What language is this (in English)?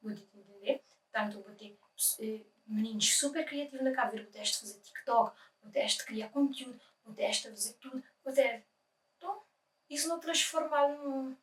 Kabuverdianu